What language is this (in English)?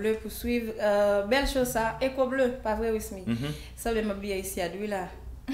Haitian Creole